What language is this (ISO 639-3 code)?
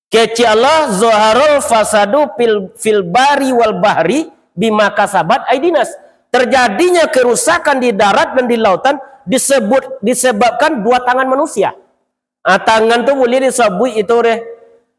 min